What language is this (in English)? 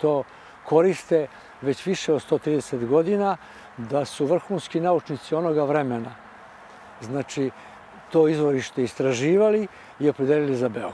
Serbian